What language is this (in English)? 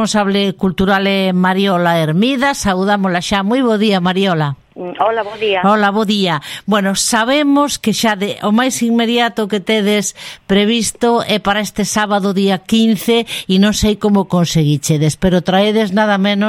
Galician